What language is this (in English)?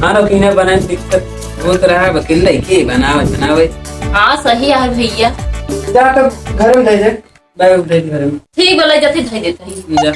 Awadhi